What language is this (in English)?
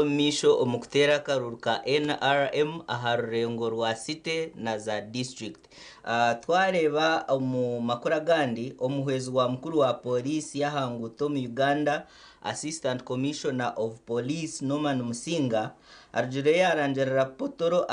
Nyankole